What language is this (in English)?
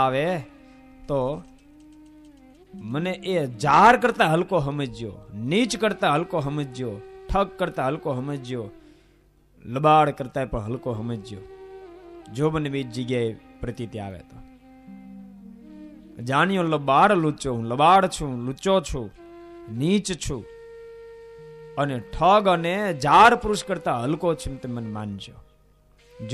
Gujarati